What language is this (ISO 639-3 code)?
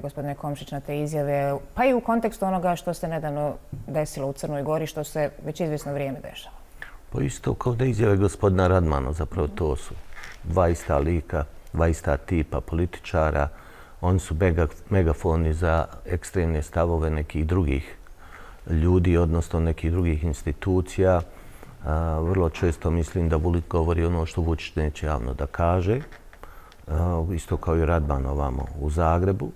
bos